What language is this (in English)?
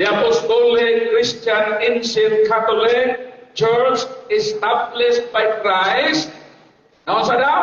Cebuano